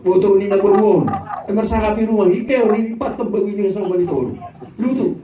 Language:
Batak Simalungun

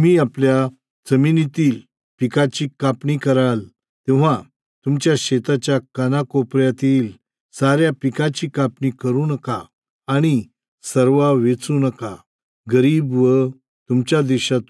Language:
Marathi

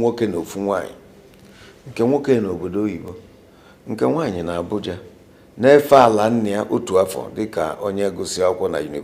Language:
Igbo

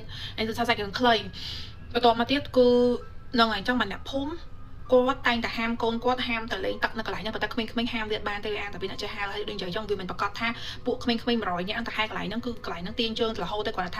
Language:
Khmer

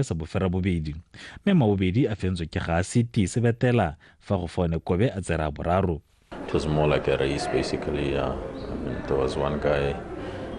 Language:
Tswana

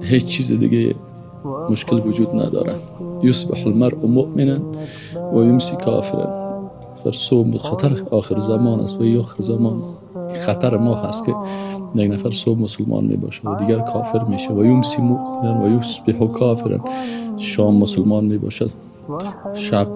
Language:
Persian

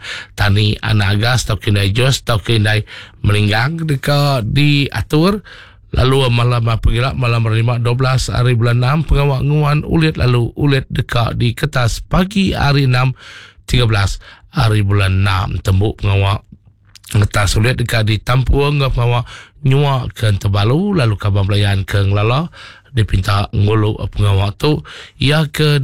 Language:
Iban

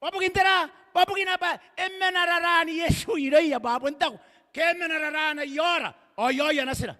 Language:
Gilbertese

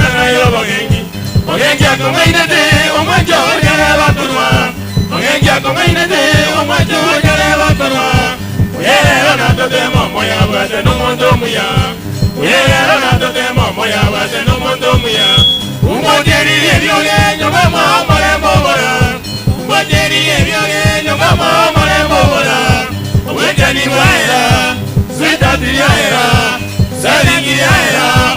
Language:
Gusii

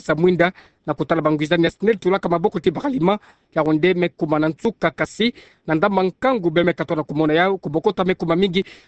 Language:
Kituba (Democratic Republic of Congo)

